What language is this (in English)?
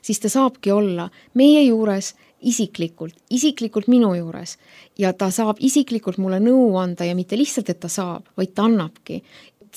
Estonian